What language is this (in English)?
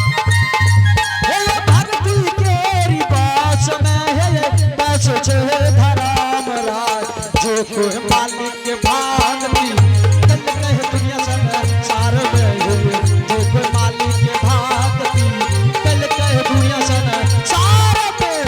Angika